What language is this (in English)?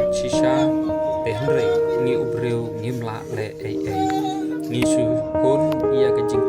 Khasi